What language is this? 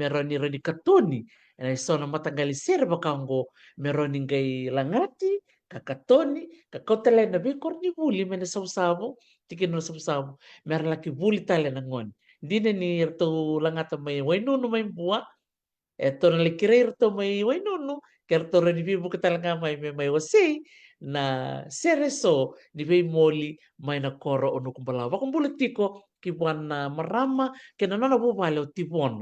Fijian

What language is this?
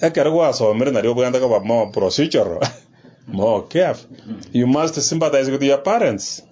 Gusii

